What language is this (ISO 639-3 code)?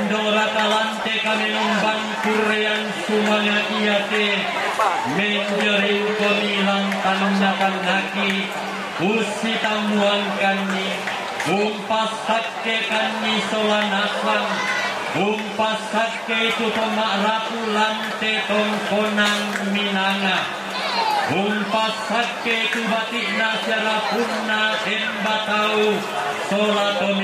sda